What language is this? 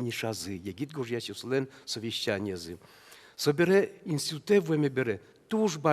Udmurt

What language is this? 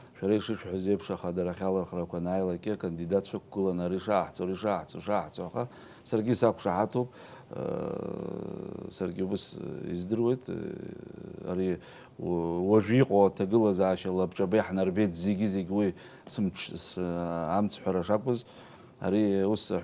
Abkhazian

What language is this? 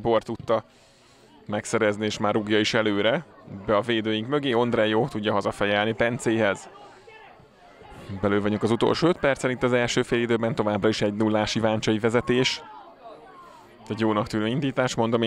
Hungarian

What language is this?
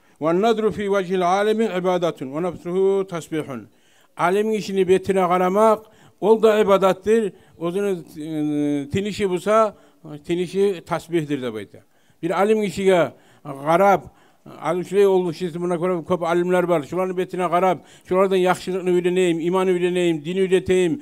Kumyk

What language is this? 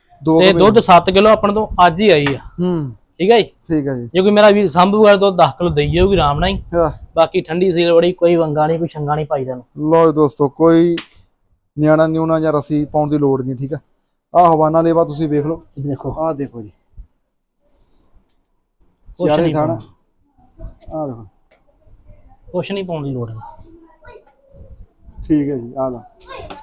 Punjabi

